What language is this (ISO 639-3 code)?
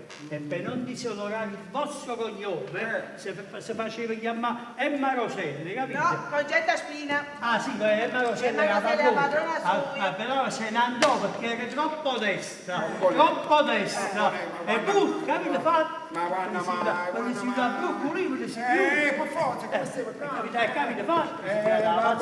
nap